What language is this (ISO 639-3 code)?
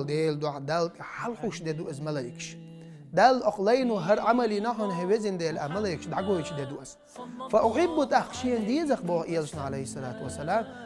che